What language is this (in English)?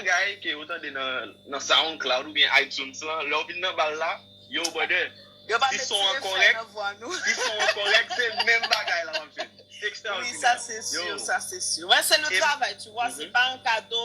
Haitian Creole